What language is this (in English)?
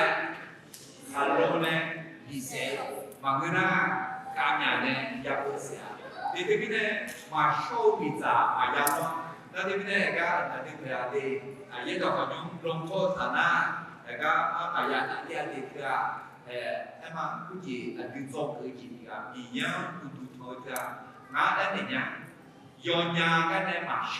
Akha